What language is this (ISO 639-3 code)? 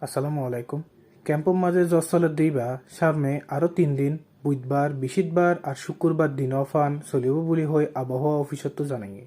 rhg